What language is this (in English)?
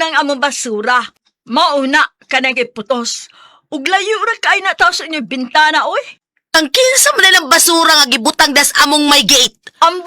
Cebuano